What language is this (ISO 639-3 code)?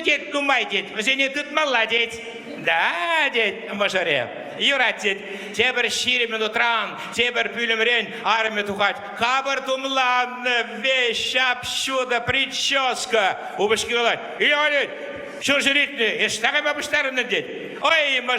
chv